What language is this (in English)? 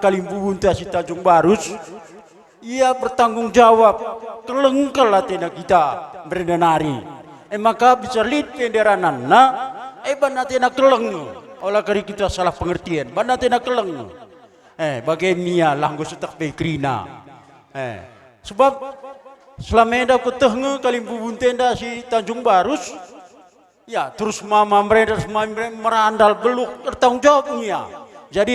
Batak Karo